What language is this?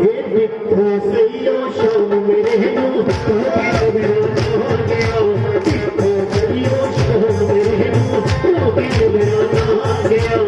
Dogri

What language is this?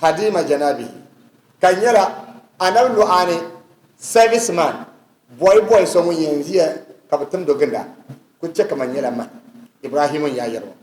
Dagbani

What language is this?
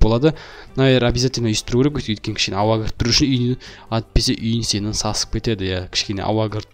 Kazakh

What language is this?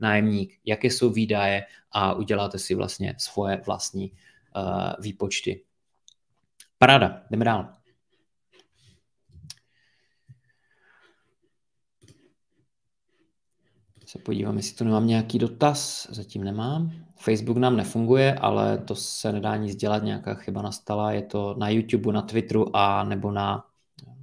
Czech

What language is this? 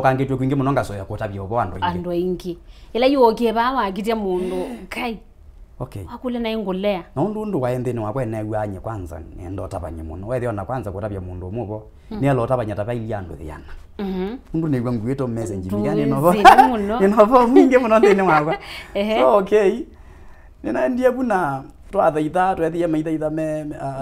Kamba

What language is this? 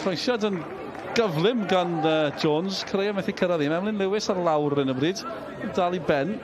Welsh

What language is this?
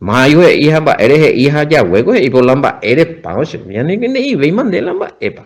Guarani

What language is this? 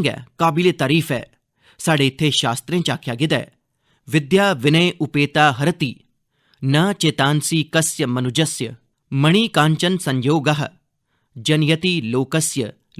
Dogri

